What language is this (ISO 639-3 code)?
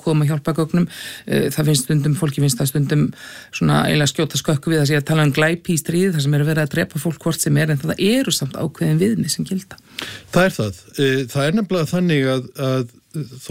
isl